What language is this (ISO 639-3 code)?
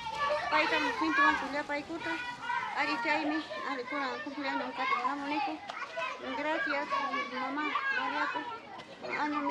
quy